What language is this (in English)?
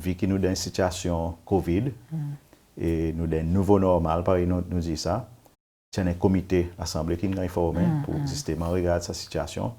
Seselwa Creole French